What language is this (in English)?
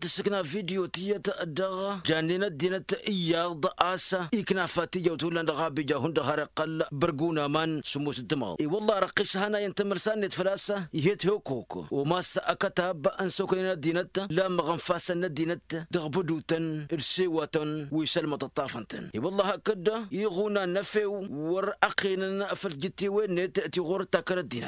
Tamasheq